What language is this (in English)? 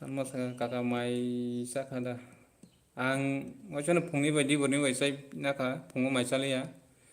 Kok Borok